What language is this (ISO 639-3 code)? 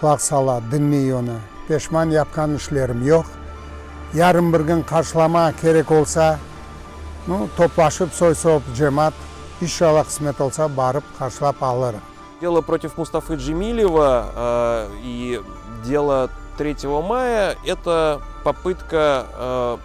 crh